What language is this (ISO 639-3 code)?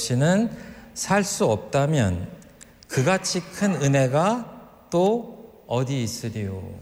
kor